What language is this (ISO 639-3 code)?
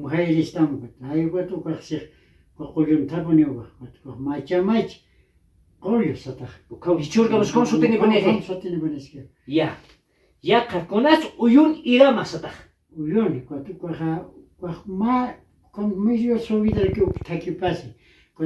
aym